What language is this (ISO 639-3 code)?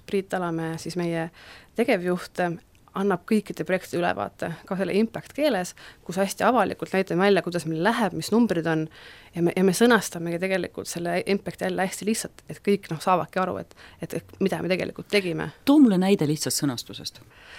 est